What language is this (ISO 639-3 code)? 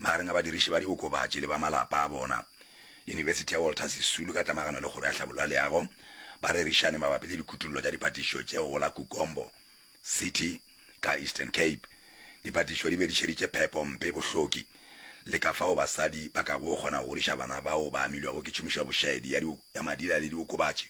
nso